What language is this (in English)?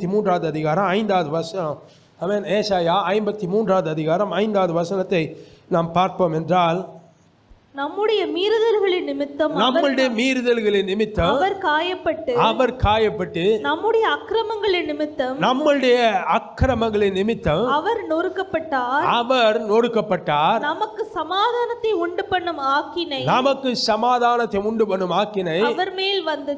Tamil